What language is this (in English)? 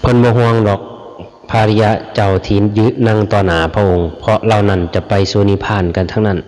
Lao